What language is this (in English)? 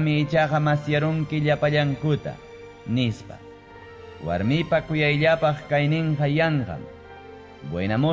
Ayacucho Quechua